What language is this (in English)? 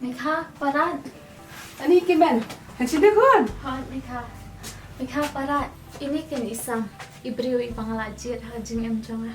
Khasi